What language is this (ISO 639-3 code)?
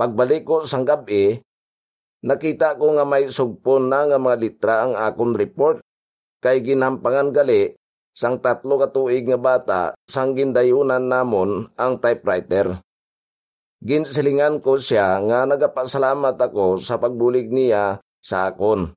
hil